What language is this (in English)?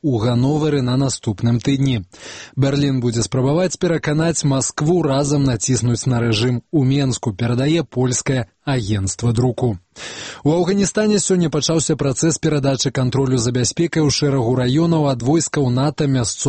Belarusian